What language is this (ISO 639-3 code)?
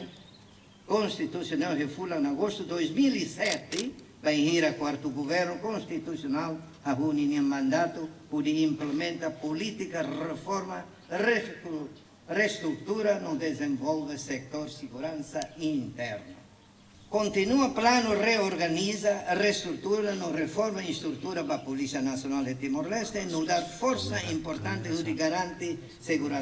tet